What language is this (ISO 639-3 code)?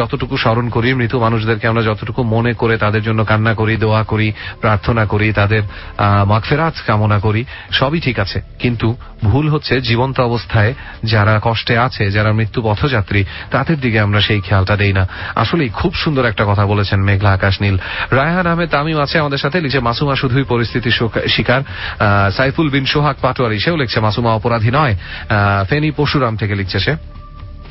ben